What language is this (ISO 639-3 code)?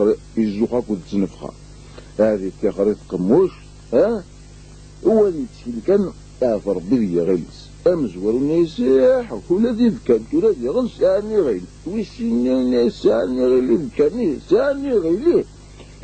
kab